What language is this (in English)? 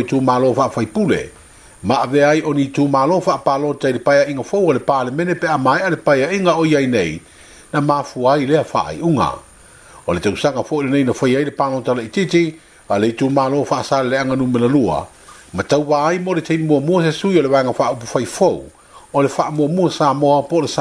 Samoan